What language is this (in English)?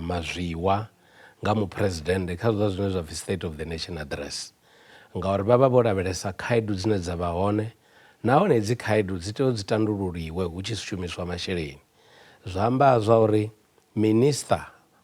Venda